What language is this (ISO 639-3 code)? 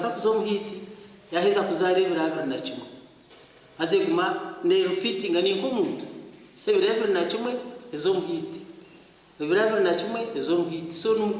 nyn